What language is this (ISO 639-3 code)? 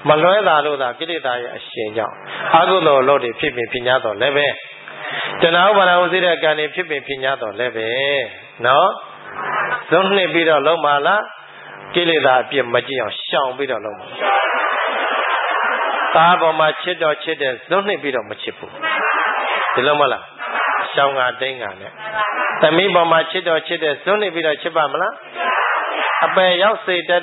mya